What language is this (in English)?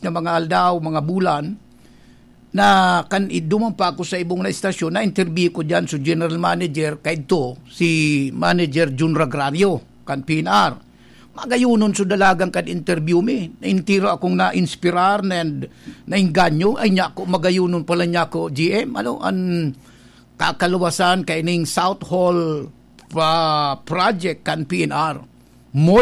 Bikol